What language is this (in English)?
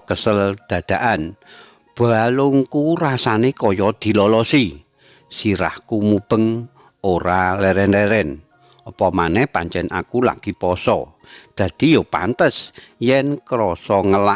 Javanese